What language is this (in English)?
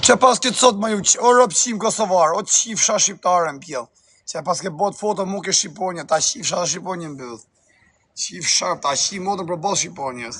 Albanian